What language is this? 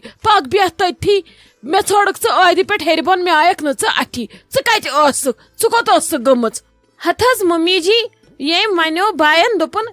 Kashmiri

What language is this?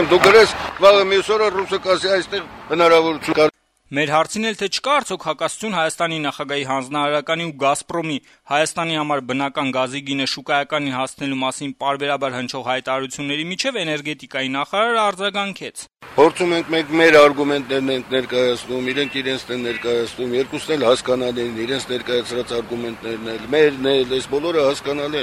Armenian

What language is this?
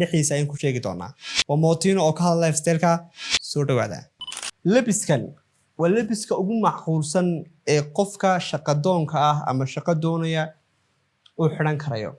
Somali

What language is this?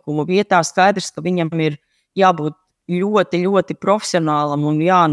Latvian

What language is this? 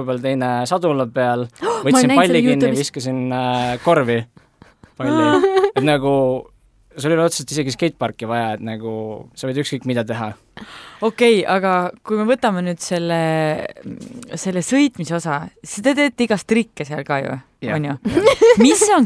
Estonian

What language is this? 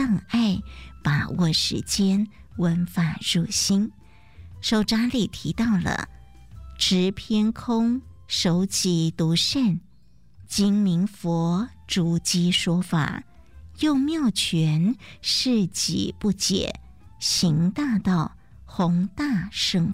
Chinese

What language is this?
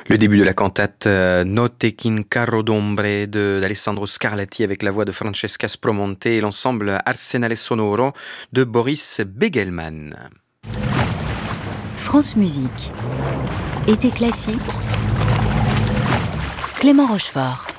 French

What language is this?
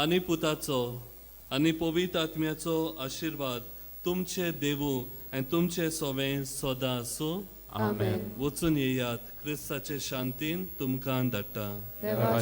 Konkani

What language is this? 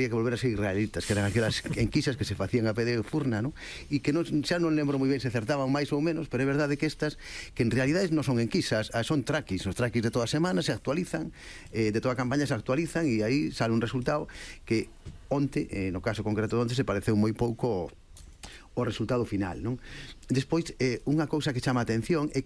Galician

